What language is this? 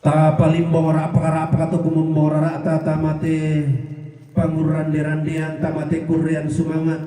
Toraja-Sa'dan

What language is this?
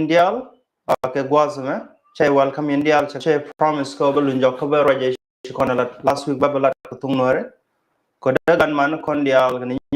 Nuer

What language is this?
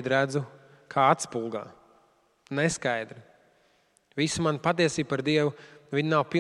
Latvian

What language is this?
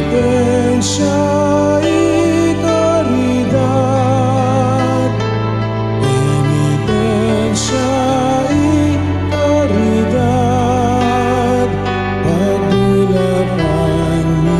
Pampanga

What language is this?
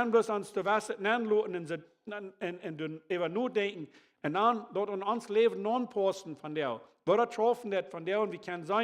Plautdietsch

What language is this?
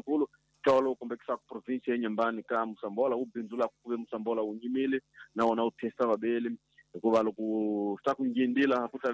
Tsonga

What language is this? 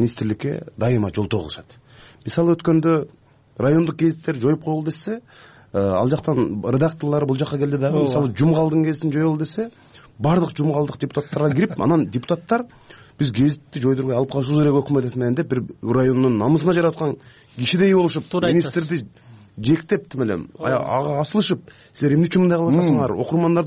Kyrgyz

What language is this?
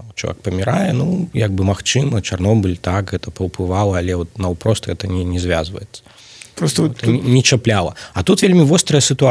Belarusian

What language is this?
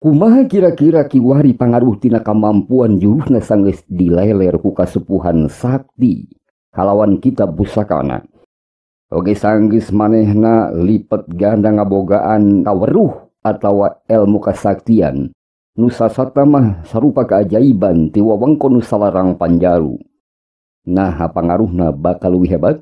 Sundanese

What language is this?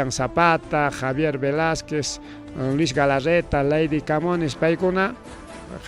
Ayacucho Quechua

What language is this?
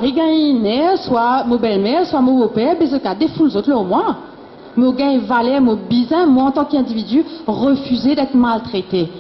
Morisyen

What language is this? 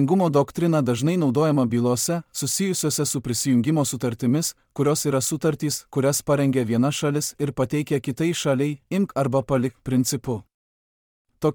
Lithuanian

